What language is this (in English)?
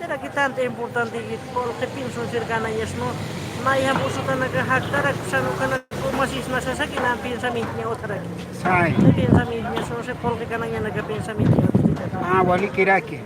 Aymara